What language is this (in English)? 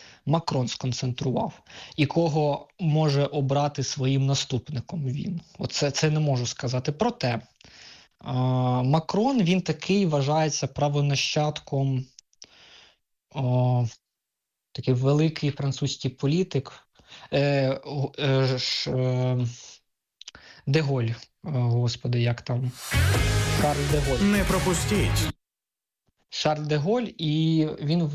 Ukrainian